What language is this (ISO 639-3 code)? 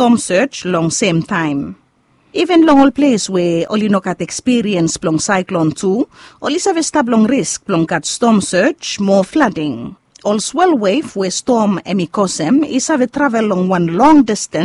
bis